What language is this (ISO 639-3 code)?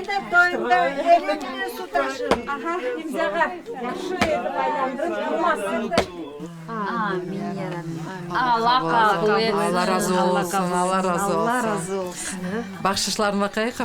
crh